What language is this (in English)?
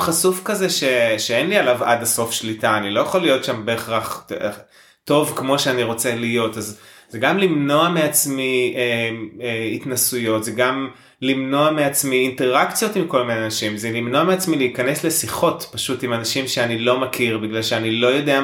Hebrew